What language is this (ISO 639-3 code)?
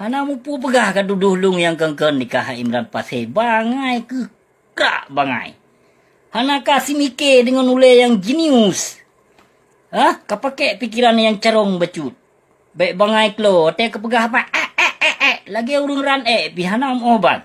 ace